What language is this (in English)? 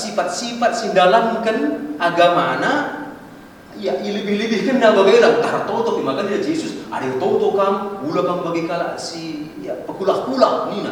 Batak Karo